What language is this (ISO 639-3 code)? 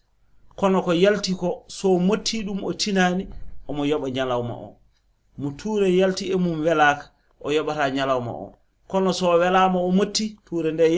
ful